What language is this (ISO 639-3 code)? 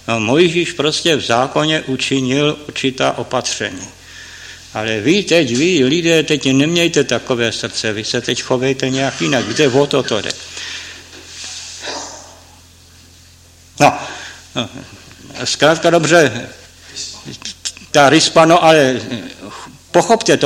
ces